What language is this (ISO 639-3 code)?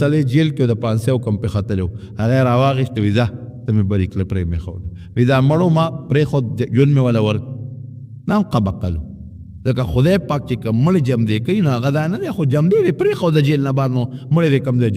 pus